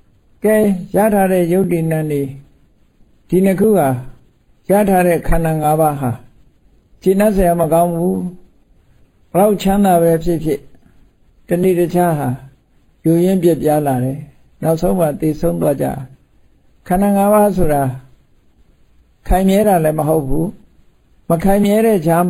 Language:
Burmese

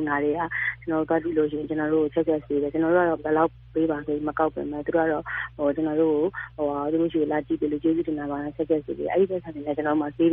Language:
Burmese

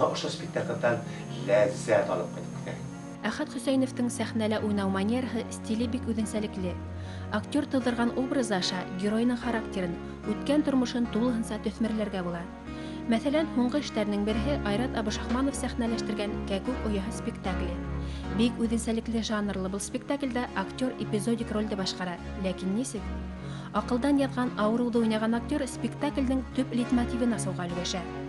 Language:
Bashkir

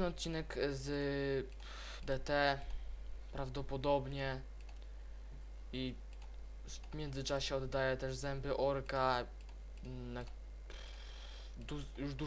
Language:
Polish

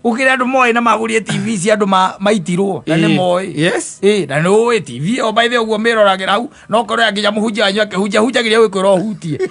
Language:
Kikuyu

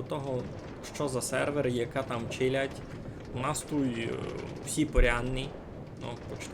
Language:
Rusyn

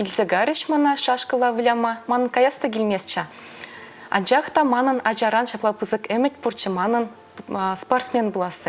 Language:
Chuvash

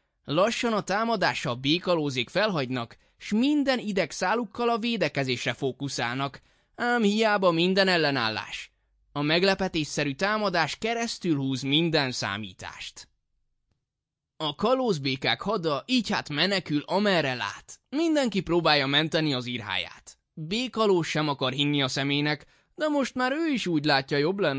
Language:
Hungarian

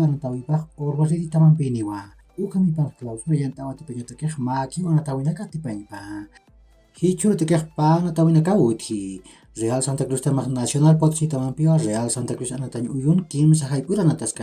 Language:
Aymara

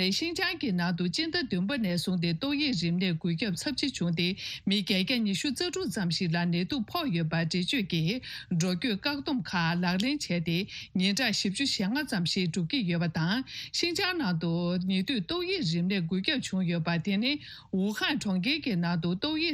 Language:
Tibetan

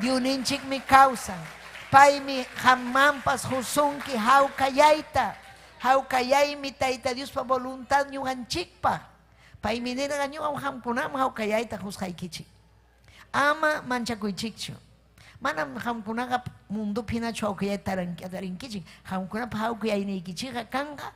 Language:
Ayacucho Quechua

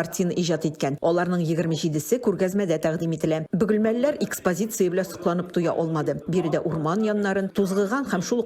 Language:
Tatar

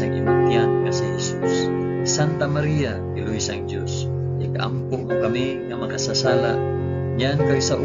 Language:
Hiligaynon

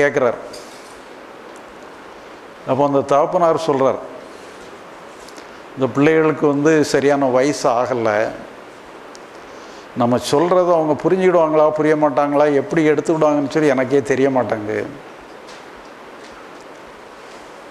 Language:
Tamil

